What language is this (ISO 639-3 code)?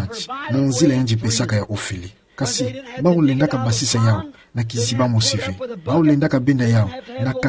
ktu